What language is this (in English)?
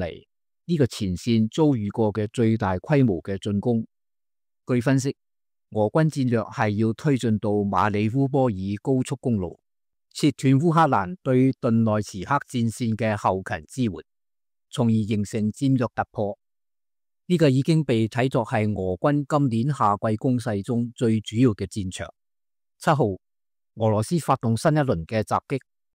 Cantonese